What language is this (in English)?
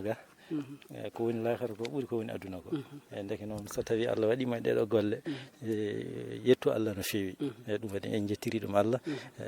Fula